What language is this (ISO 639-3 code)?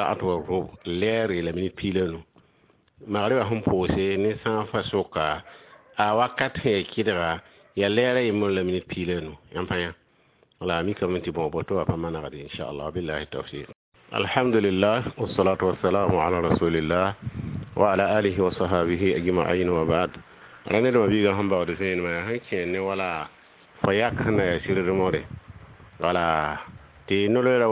mos